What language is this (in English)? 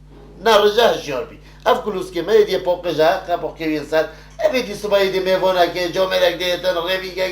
Kurdish